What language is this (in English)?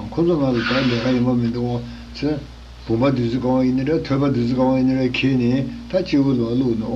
Tibetan